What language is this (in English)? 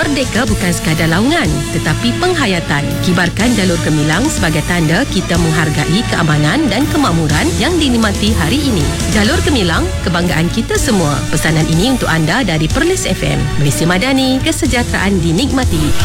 Malay